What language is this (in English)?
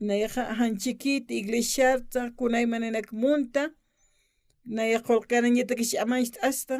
Aymara